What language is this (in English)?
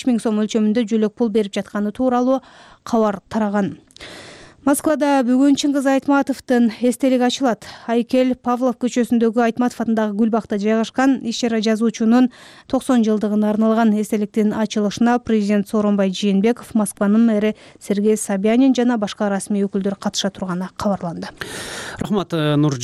Kyrgyz